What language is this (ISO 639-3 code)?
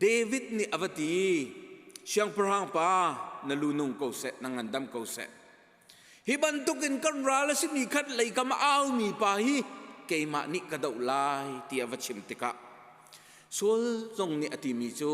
cnh